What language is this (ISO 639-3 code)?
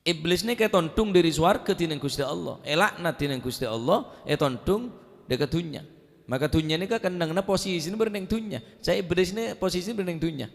mad